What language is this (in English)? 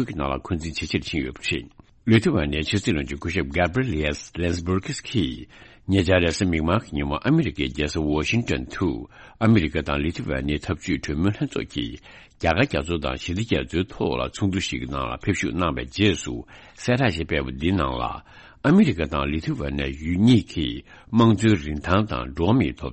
Tibetan